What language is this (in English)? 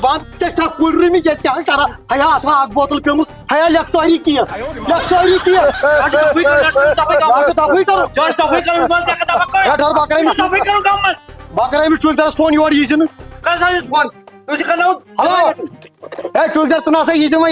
Kashmiri